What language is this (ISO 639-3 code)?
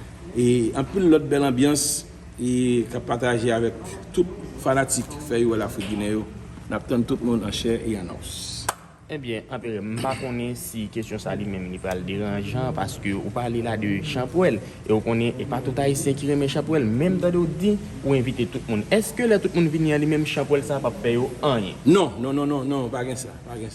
hat